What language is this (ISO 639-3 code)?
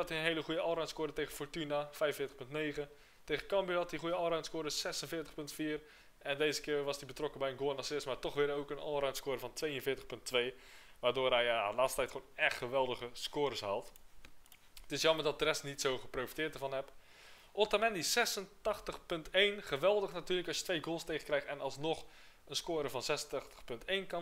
nld